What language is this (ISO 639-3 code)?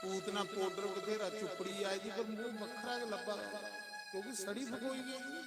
doi